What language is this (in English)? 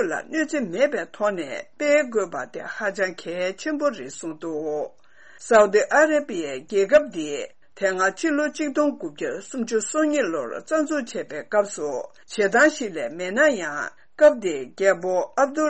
Tibetan